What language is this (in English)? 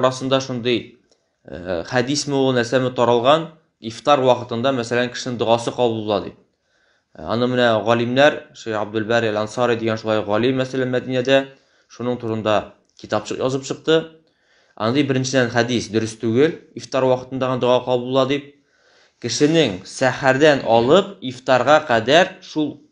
Tatar